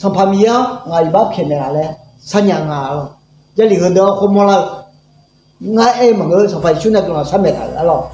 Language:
Akha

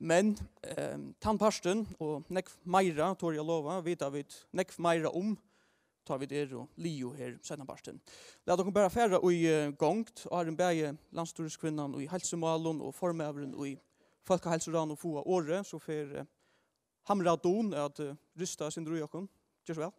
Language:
Faroese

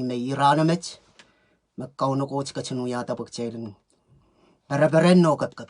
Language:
Pohnpeian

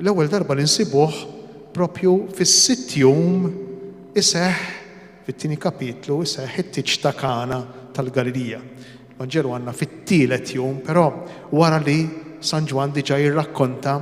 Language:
Maltese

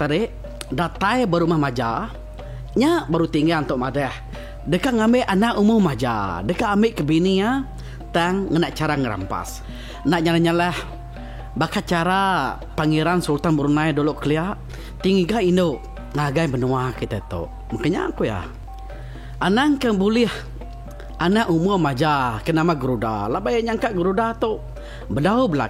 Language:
Iban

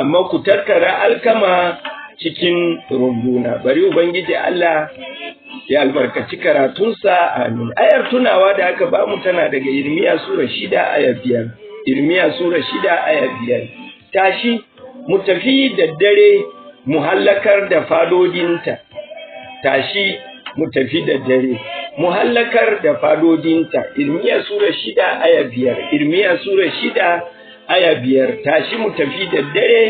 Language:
Hausa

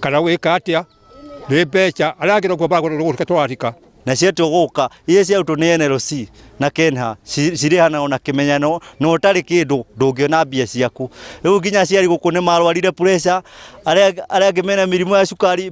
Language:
Kikuyu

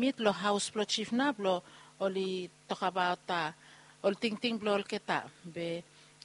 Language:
Bislama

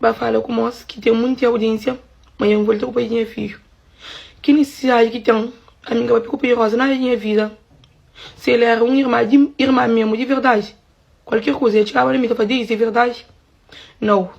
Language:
Kabuverdianu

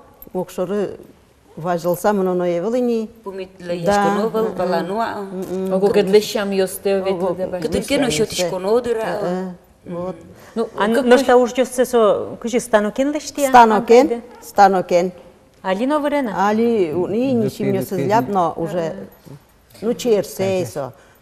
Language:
Udmurt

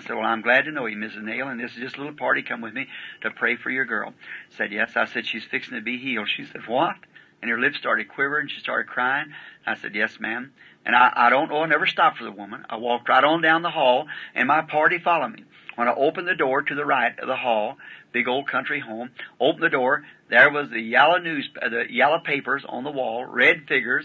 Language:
English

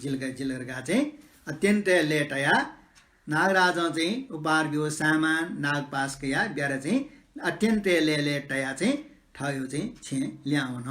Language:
Newari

